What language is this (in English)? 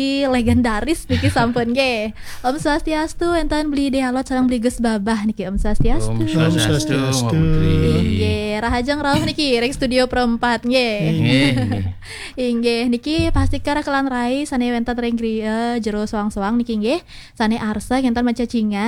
Balinese